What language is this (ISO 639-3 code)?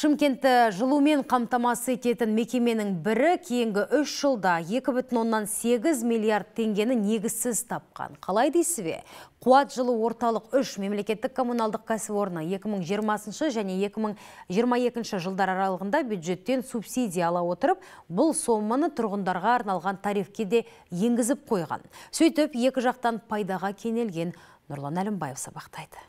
kaz